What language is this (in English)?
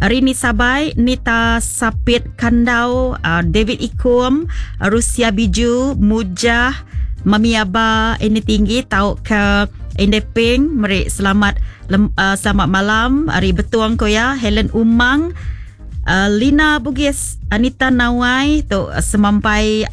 Iban